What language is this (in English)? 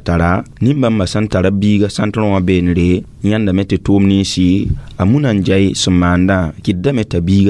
Mossi